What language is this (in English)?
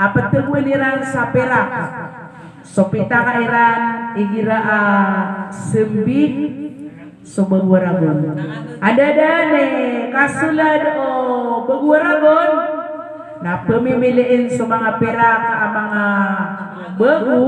Maranao